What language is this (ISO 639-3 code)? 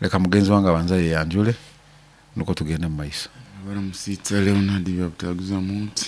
nyo